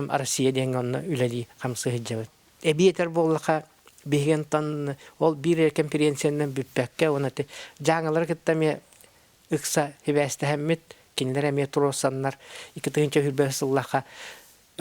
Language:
Yakut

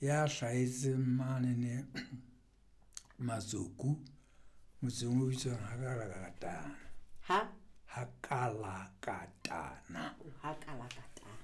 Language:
Southern Sotho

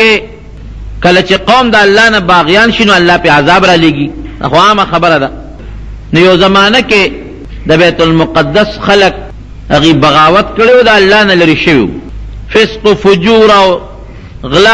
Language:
Pashto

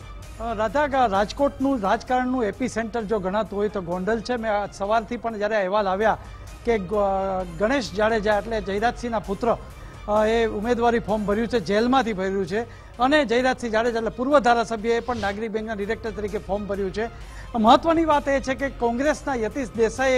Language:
Gujarati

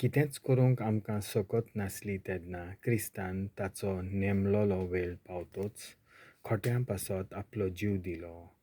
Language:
Konkani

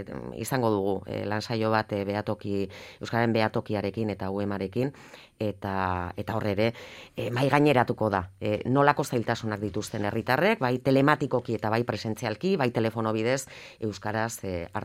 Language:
Basque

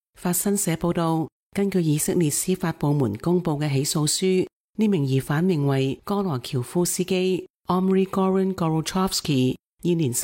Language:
Cantonese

